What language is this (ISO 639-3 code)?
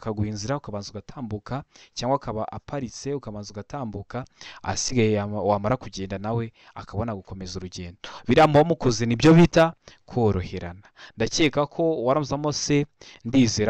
kin